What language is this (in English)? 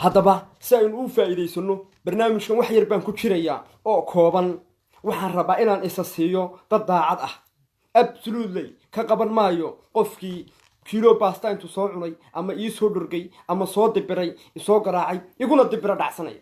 Somali